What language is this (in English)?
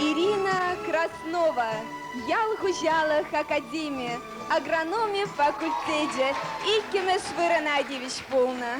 Chuvash